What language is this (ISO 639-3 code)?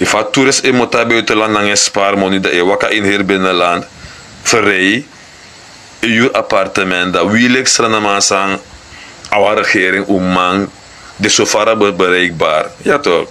srn